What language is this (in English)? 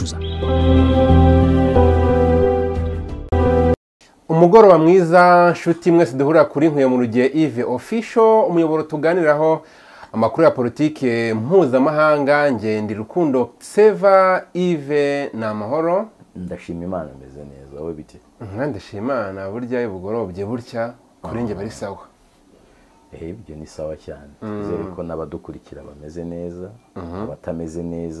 Kinyarwanda